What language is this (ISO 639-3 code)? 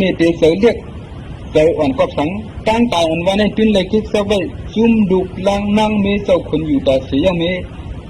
shn